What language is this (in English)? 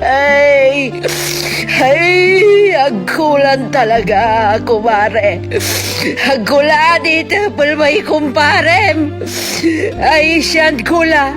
Pangasinan